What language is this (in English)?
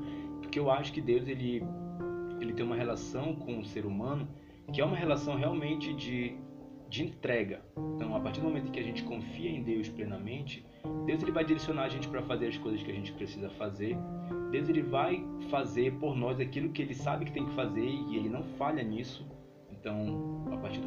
Portuguese